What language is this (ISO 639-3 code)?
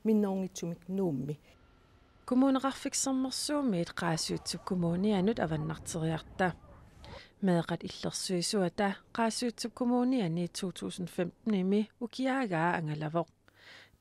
kal